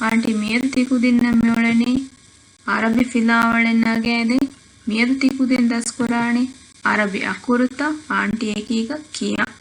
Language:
Divehi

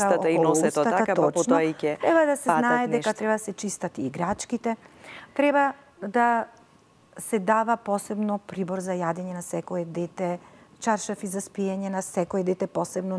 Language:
Macedonian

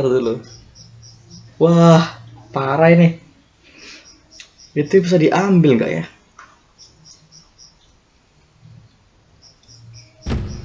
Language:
Indonesian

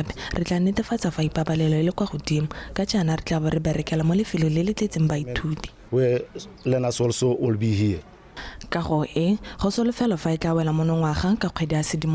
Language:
Tswana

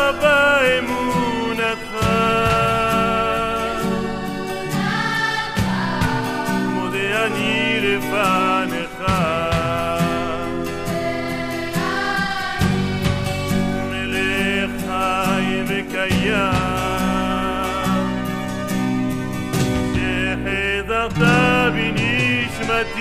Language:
Hebrew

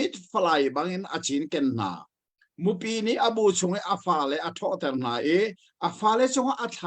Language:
Hakha Chin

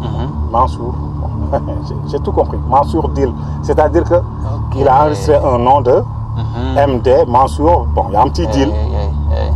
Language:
Fula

